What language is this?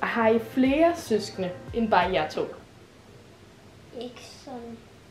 Danish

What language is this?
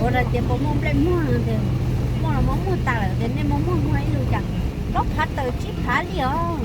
Hmong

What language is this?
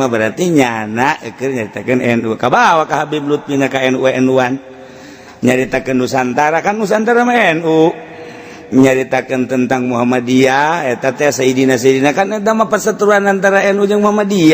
Sundanese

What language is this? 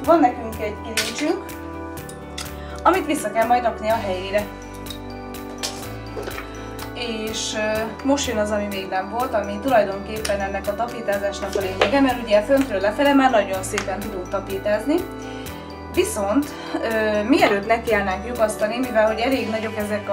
Hungarian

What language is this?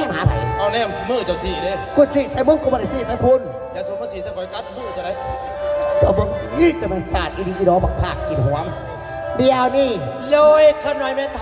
Northeastern Thai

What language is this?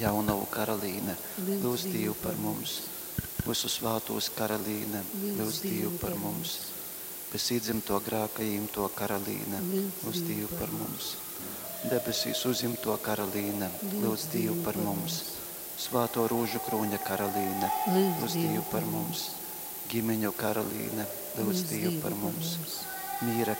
Latgalian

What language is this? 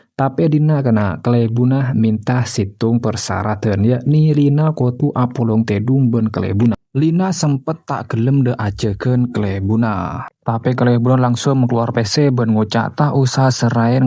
Madurese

